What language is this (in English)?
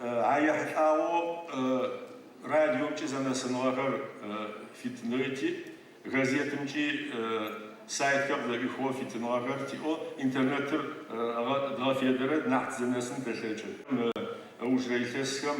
Adyghe